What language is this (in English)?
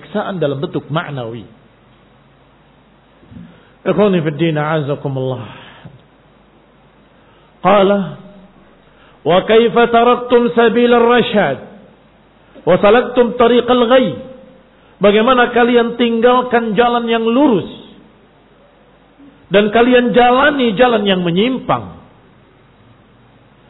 Indonesian